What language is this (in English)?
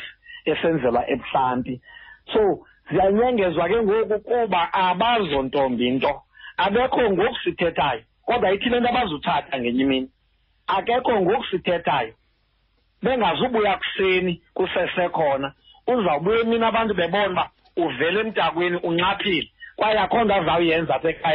Xhosa